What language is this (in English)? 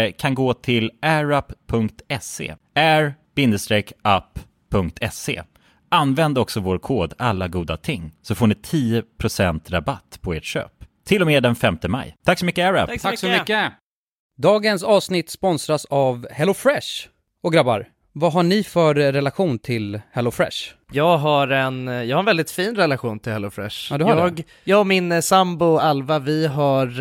Swedish